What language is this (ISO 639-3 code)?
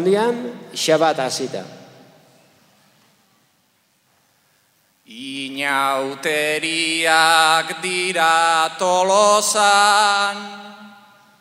eus